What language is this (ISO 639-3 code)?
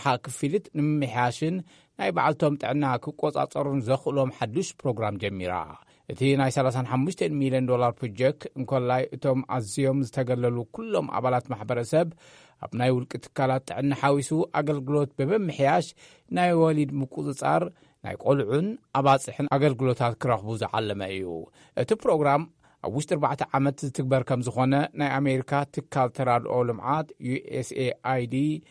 tir